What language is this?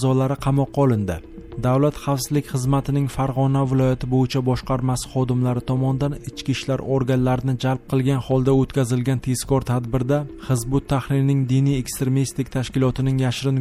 Uzbek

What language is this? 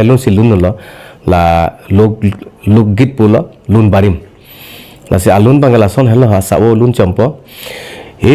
Karbi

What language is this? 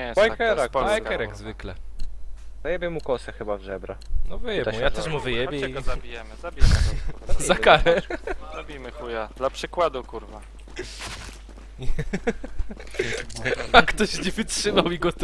Polish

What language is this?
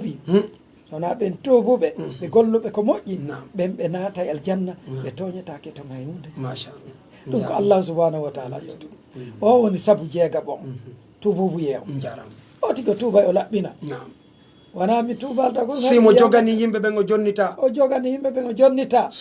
Pular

